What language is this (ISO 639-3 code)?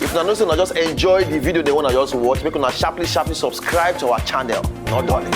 pcm